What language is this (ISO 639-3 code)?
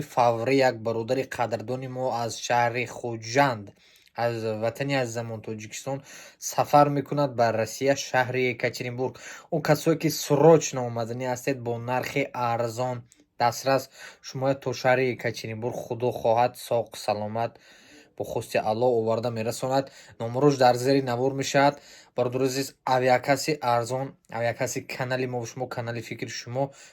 tgk